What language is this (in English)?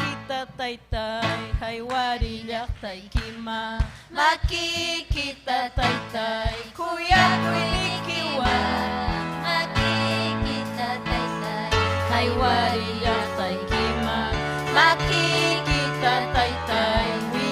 Ayacucho Quechua